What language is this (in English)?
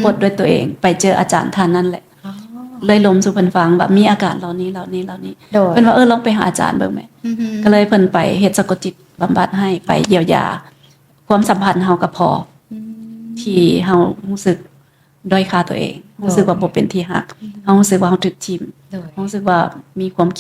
Lao